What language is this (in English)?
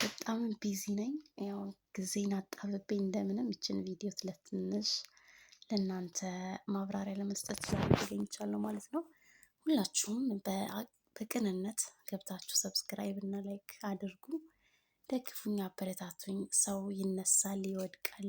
Amharic